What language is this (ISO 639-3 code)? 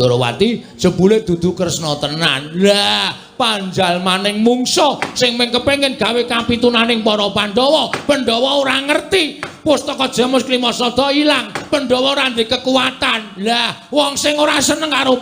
jav